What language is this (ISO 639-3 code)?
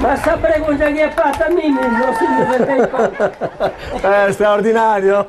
srd